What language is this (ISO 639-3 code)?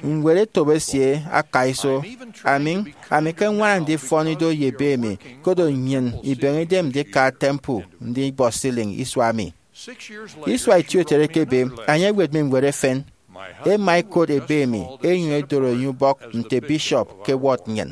efi